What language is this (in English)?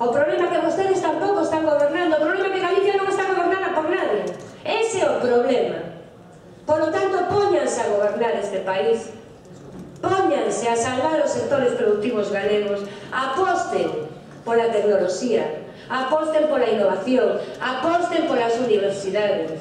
Galician